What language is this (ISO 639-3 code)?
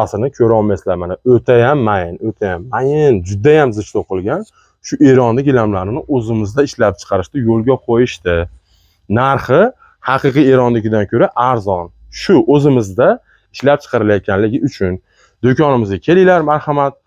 uzb